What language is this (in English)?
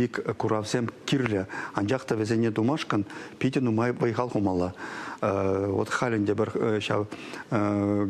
Chuvash